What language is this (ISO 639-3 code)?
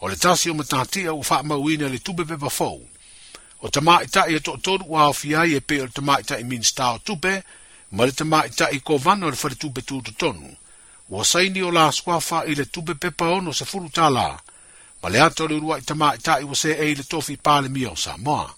smo